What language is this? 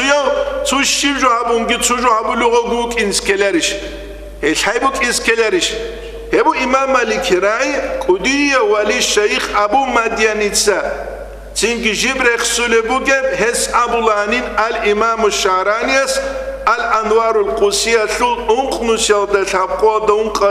Avaric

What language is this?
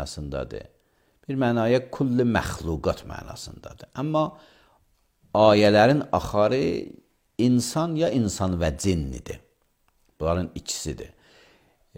Azerbaijani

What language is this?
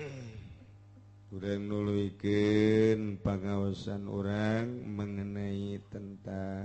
Sundanese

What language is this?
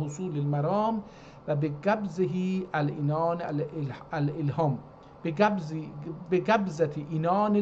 South Azerbaijani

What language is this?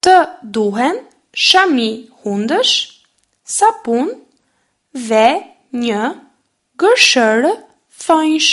Albanian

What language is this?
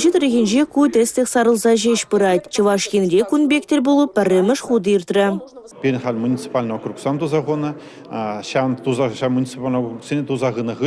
Chuvash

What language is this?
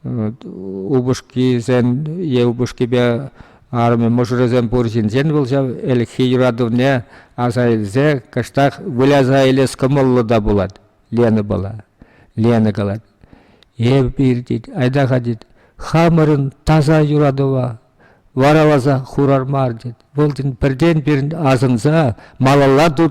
Chuvash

